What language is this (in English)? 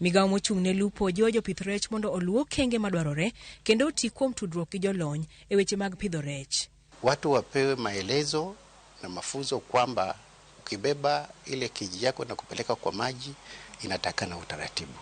Luo (Kenya and Tanzania)